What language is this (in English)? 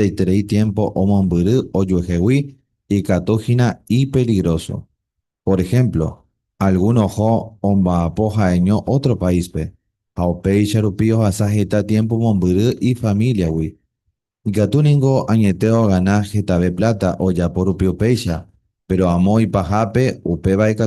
Guarani